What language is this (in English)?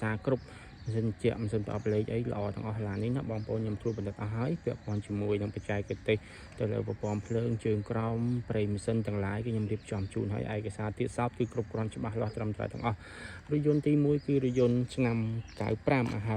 Khmer